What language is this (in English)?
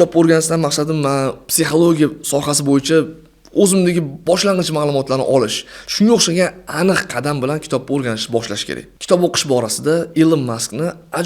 Uzbek